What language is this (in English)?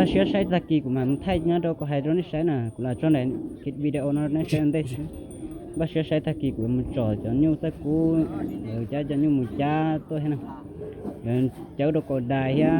Hmong